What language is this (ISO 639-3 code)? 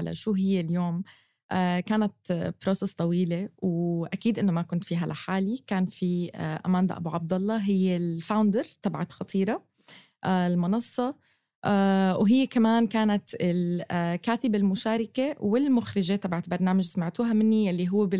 apc